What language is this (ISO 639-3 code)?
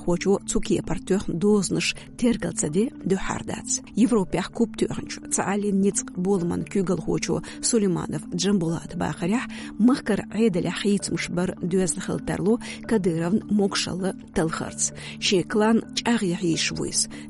che